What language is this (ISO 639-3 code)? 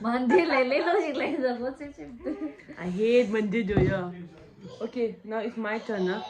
bod